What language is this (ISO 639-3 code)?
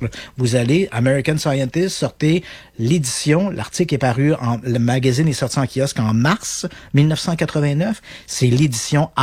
fra